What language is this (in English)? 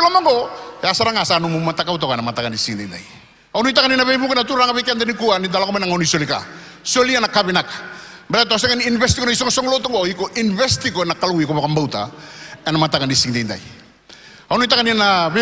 Fijian